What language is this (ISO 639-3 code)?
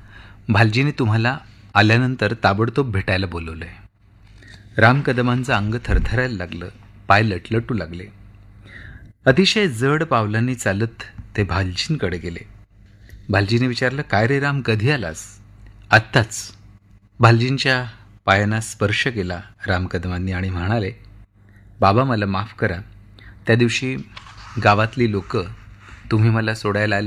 mar